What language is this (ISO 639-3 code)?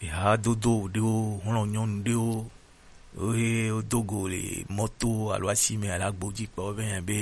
gej